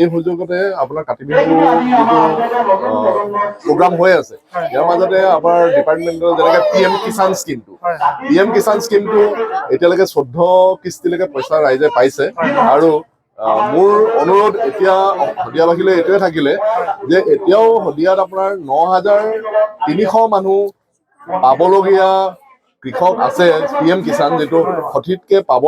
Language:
Assamese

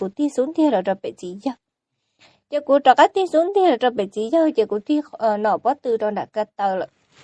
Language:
Hmong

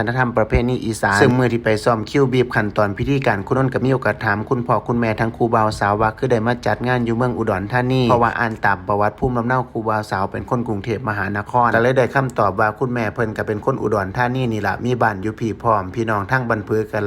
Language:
Lao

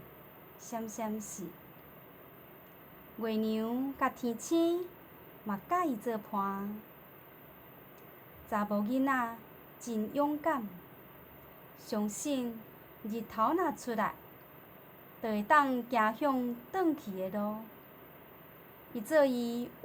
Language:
Min Nan Chinese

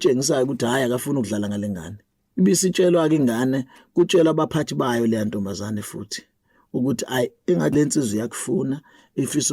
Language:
Zulu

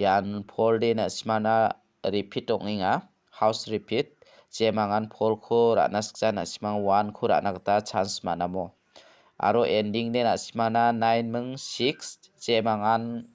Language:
Garo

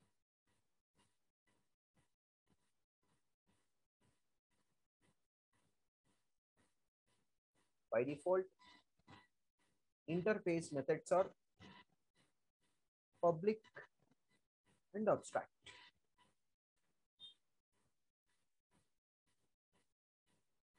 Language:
English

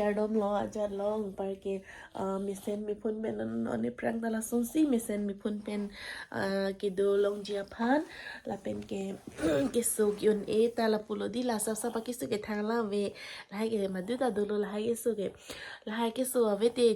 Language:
Karbi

